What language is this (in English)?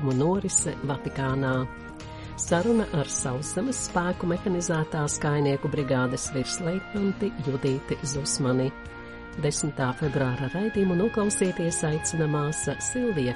Latvian